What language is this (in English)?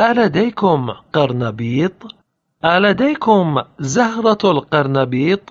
Latvian